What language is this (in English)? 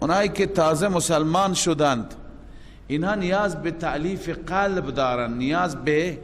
Persian